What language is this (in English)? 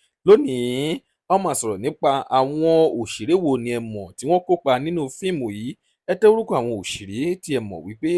Yoruba